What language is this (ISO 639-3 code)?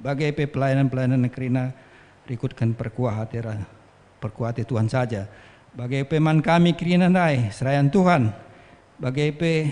btx